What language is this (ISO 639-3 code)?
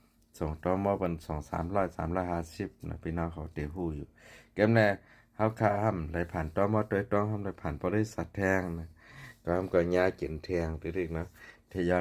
shn